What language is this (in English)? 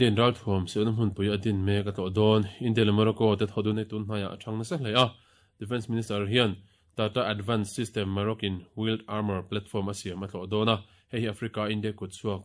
Mizo